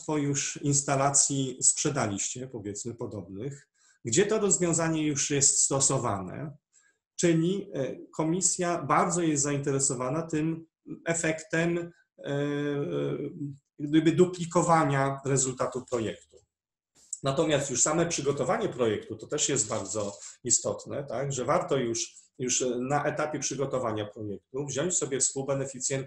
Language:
Polish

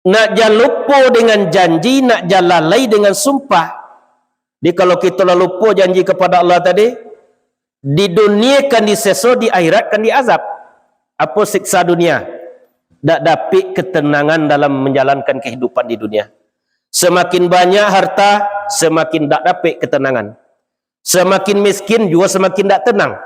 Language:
Minangkabau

